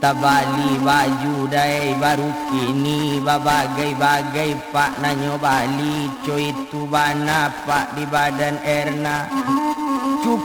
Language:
Minangkabau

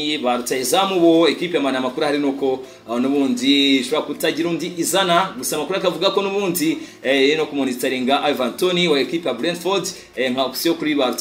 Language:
Kinyarwanda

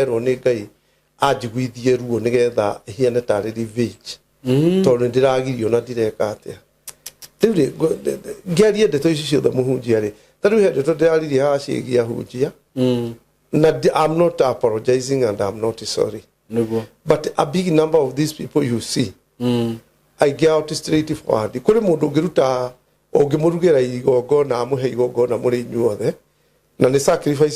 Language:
Kikuyu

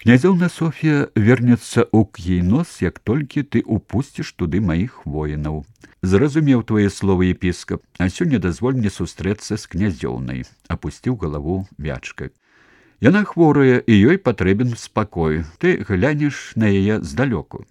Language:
Belarusian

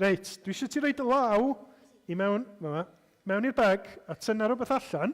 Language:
Welsh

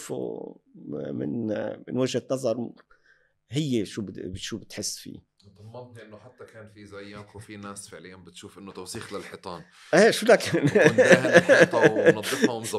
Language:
North Levantine Arabic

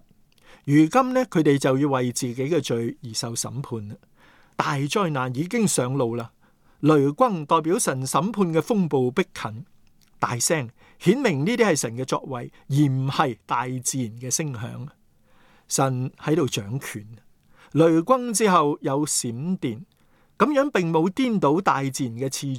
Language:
Cantonese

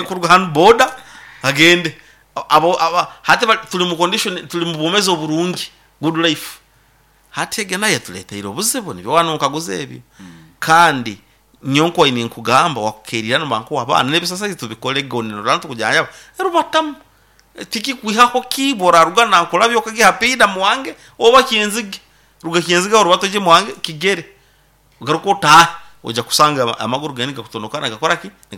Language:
Nyoro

